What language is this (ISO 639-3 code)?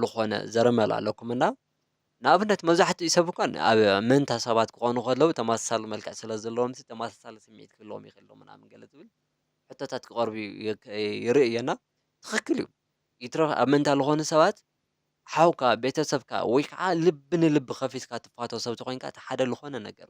tir